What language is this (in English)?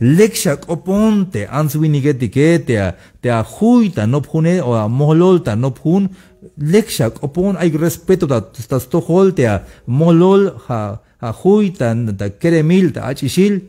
Tzeltal